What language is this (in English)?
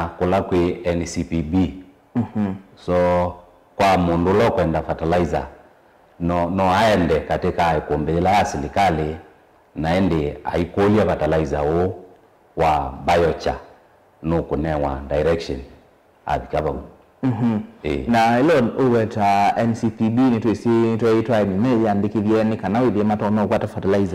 Kamba